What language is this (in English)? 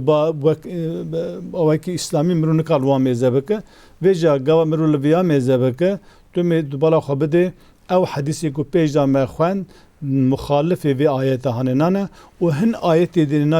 Kurdish